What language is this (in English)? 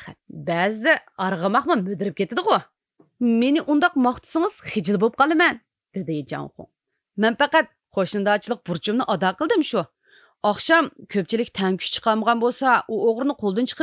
Uyghur